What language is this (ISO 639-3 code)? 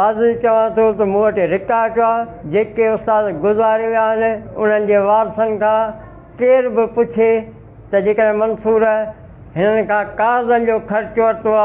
snd